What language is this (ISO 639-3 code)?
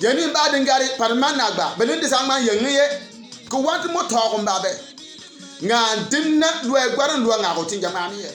bim